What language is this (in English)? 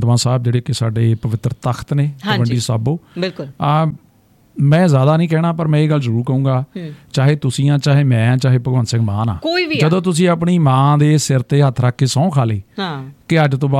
Punjabi